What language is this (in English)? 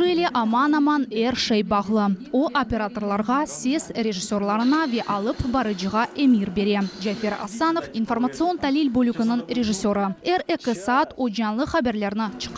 Crimean Tatar